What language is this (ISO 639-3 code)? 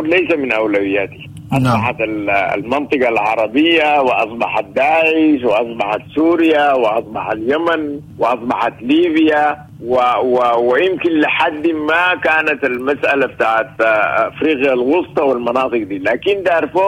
apd